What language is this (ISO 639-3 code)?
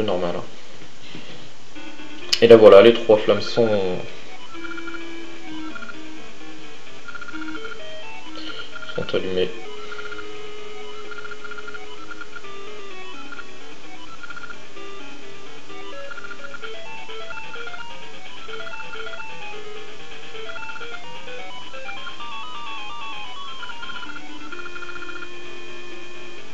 fra